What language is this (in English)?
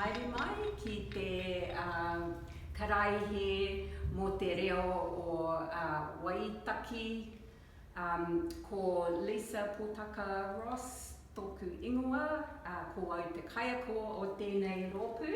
Māori